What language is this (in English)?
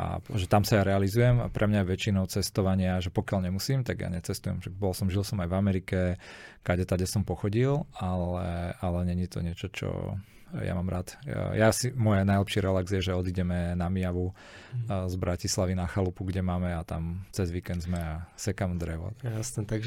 Slovak